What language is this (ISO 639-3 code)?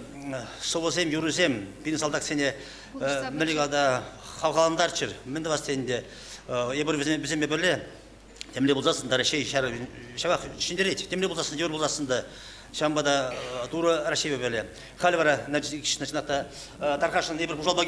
chv